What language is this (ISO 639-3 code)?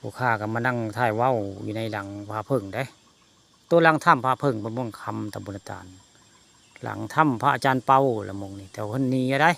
tts